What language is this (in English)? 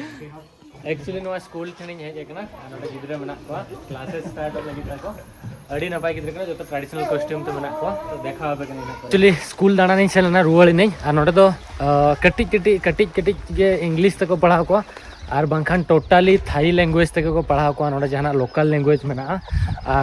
Santali